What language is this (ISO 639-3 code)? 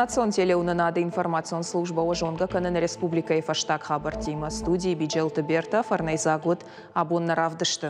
oss